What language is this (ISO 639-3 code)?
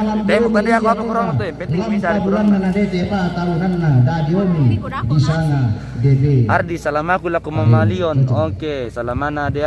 sda